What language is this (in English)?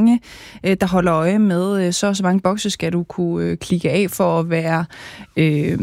Danish